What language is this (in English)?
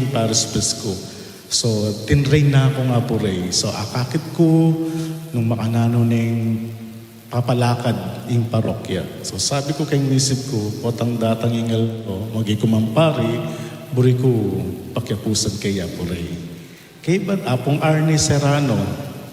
Pampanga